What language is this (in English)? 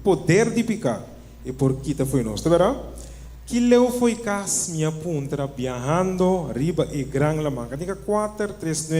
Papiamento